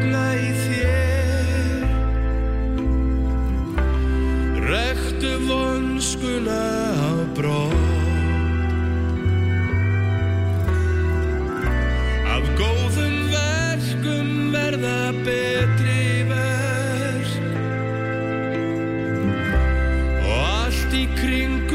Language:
Icelandic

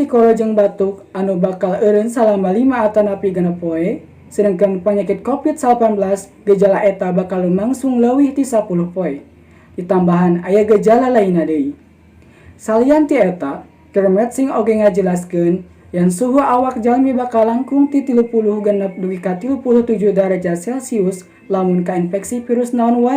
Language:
Sundanese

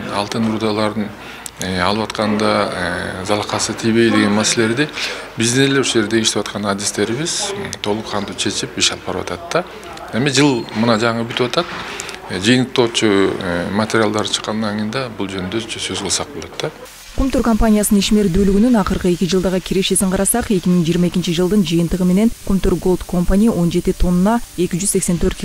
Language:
Kyrgyz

